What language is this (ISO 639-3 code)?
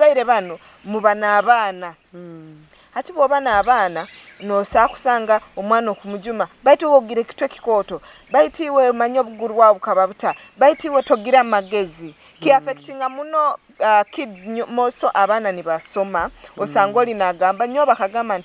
nyo